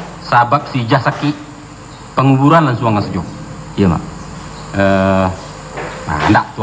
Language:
Minangkabau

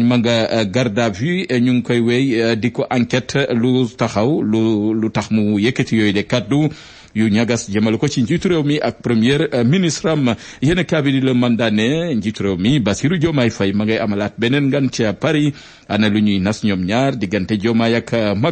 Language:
Wolof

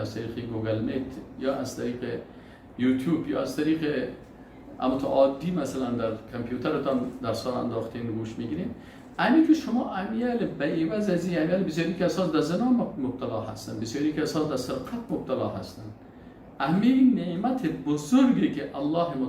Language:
Persian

